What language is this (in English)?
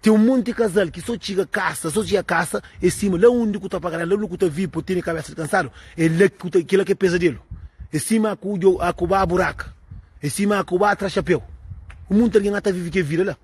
Kabuverdianu